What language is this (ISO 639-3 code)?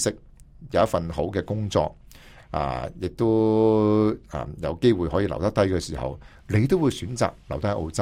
yue